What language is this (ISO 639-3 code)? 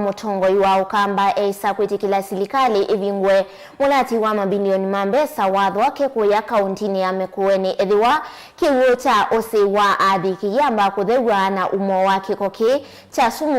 kam